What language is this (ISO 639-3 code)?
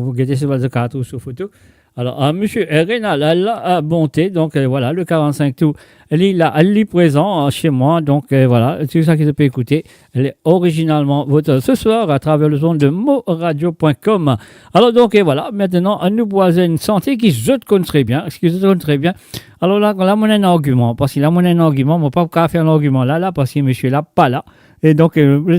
mfe